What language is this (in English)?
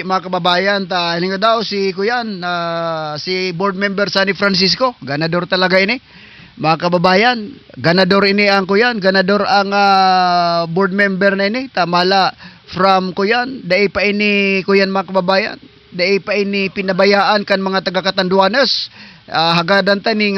Southern Catanduanes Bikol